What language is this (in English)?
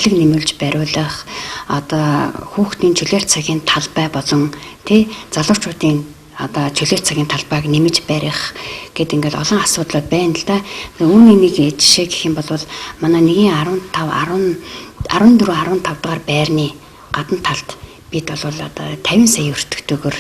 Mongolian